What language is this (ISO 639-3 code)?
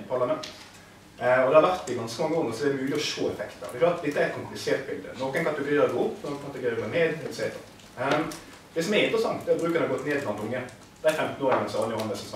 nor